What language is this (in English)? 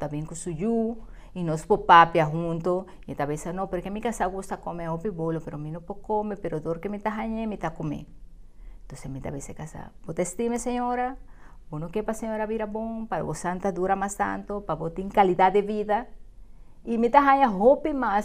Papiamento